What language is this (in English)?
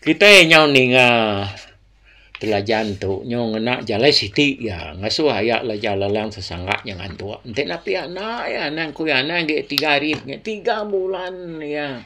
Iban